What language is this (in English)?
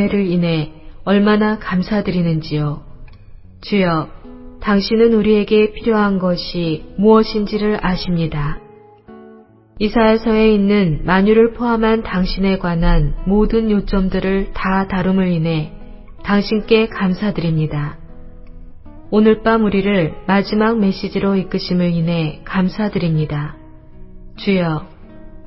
Korean